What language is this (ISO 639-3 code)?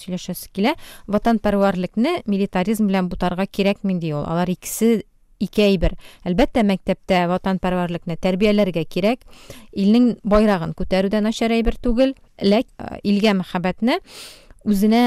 tat